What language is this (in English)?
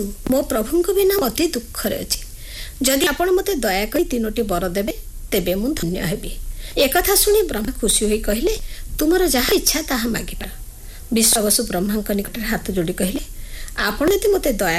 Odia